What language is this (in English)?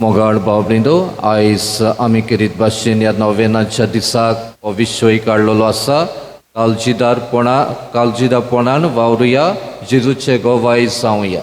Konkani